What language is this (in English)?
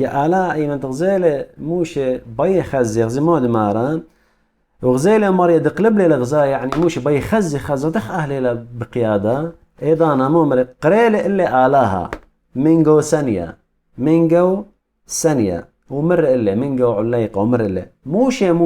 Assyrian Neo-Aramaic